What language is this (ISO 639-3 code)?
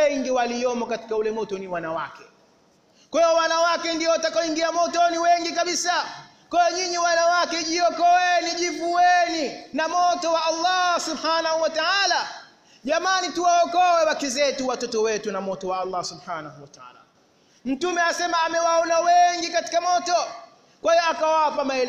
swa